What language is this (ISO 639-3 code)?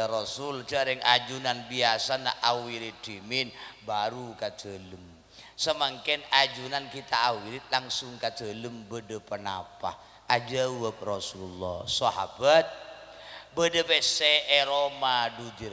mad